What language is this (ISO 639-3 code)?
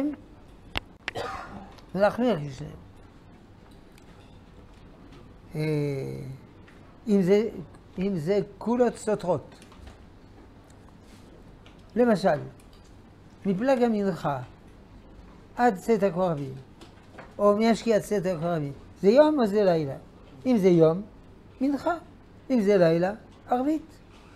heb